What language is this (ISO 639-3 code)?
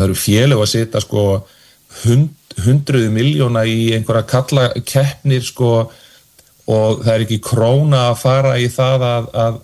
isl